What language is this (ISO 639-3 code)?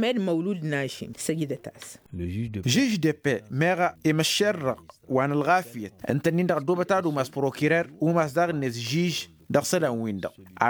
taq